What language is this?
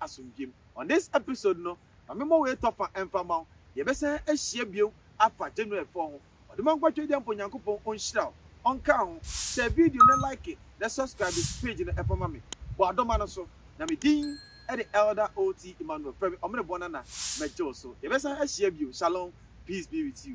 Akan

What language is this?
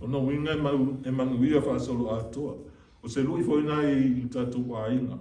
Samoan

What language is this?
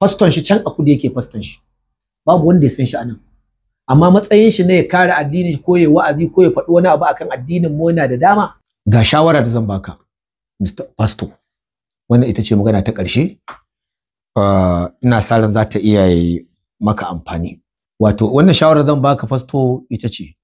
Hausa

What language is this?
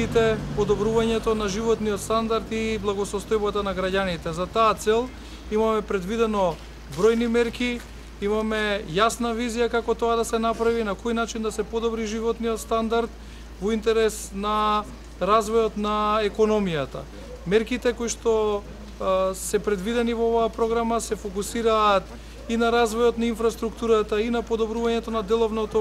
Macedonian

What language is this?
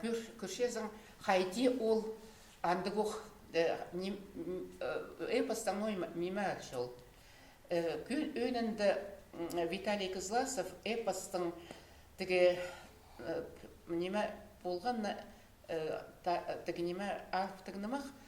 Khakas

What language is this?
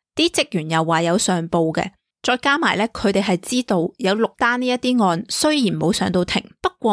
Cantonese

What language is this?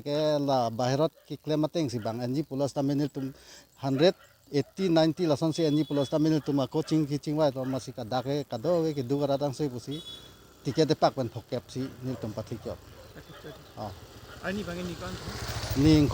Karbi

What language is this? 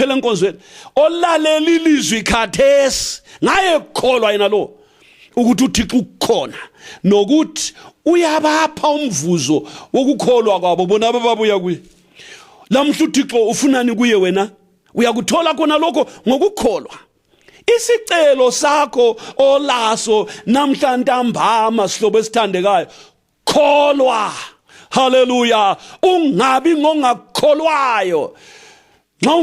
North Ndebele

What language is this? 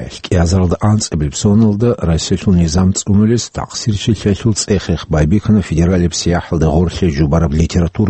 Avaric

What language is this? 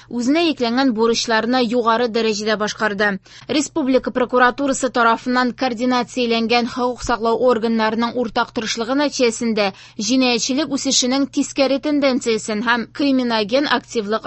Tatar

